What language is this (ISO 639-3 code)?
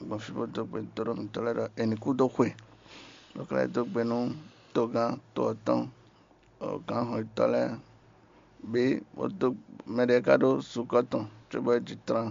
fon